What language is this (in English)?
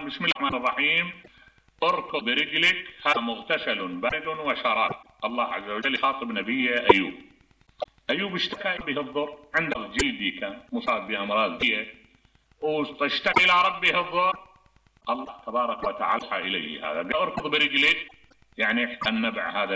Mesopotamian Arabic